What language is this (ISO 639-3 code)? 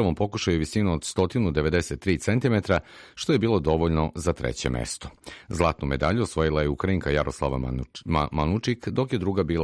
srp